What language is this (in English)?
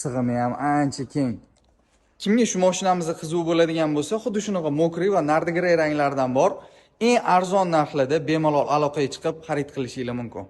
Uzbek